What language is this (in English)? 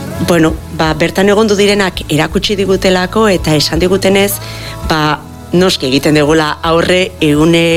Basque